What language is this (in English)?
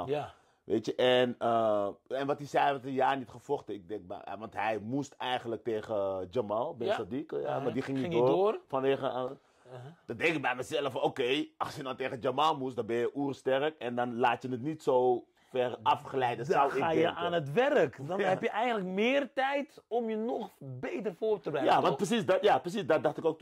Dutch